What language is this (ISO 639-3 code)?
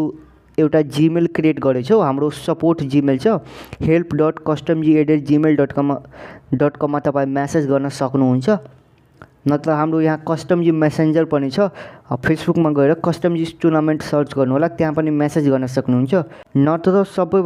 nep